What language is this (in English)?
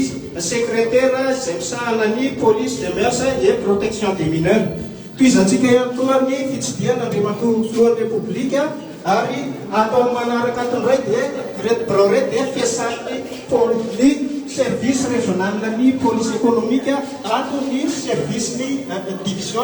Malagasy